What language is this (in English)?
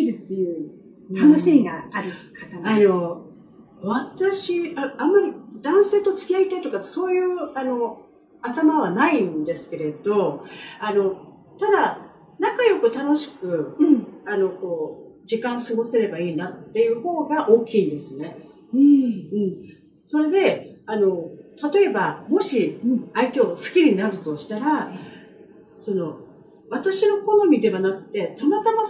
Japanese